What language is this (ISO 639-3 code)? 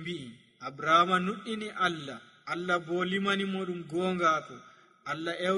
fuv